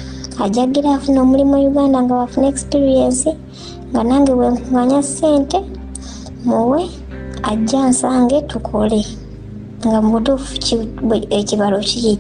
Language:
Ganda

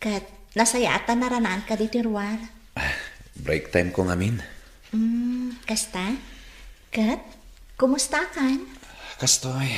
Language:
Iloko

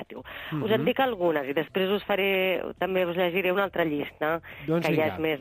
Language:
Catalan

